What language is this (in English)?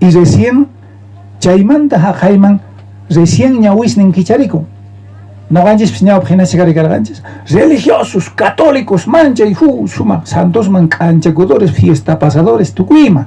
South Bolivian Quechua